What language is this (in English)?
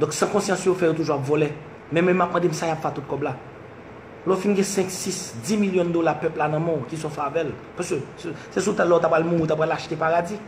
Haitian Creole